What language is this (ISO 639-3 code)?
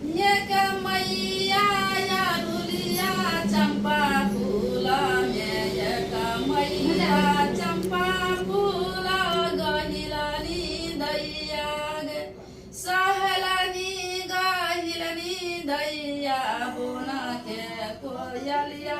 mai